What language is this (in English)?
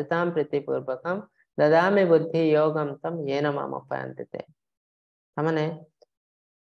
Odia